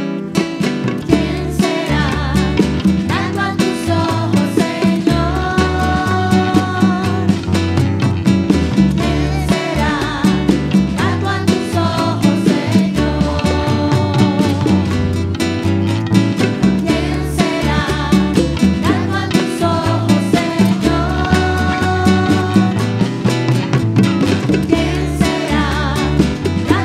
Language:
Spanish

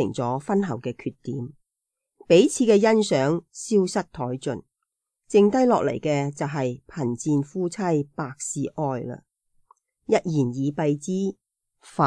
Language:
Cantonese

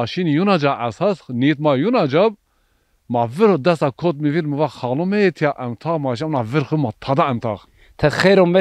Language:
Zaza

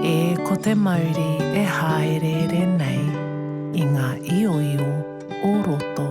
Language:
Māori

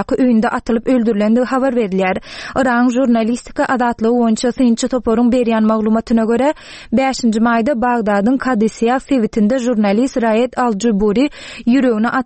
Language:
Turkmen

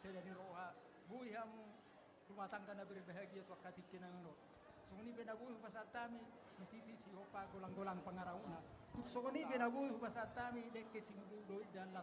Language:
Batak Toba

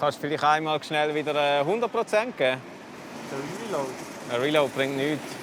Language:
Swiss German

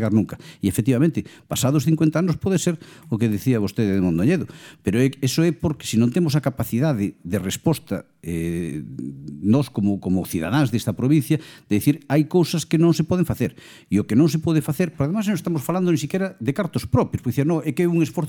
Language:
Galician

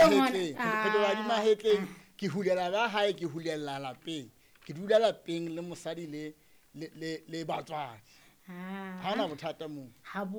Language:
Southern Sotho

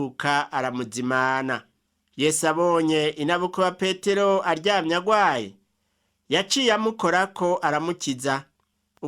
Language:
Rundi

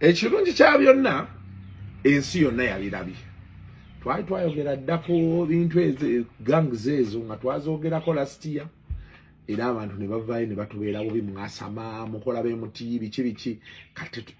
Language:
Ganda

